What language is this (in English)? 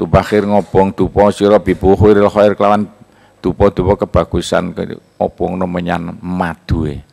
Javanese